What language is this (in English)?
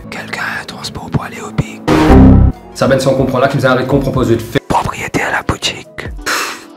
Morisyen